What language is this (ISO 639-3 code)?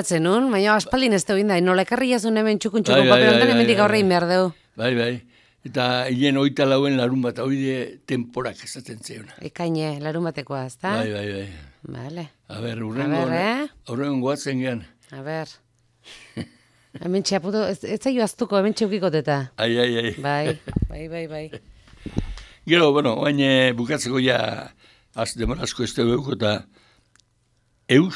eus